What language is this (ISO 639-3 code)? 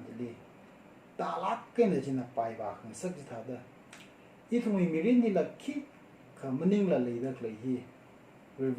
nmf